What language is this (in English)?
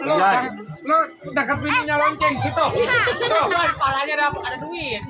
Betawi